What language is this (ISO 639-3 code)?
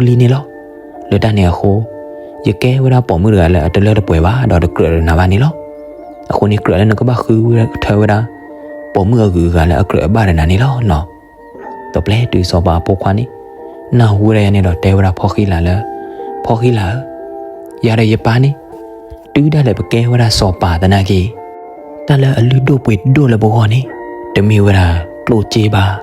ksw